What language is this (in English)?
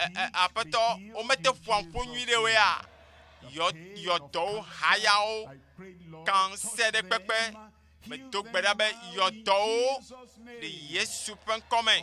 Ewe